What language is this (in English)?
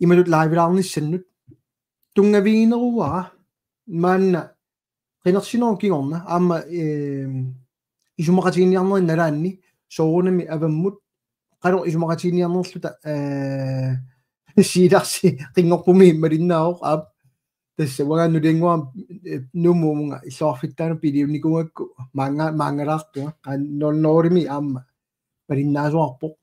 Kalaallisut